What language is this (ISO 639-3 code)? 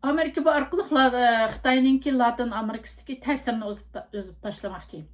uig